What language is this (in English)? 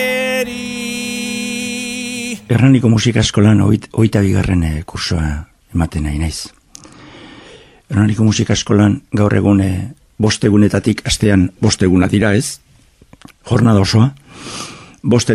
Basque